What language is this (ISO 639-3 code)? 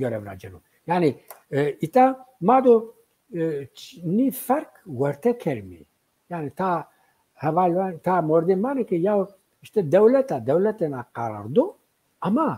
zza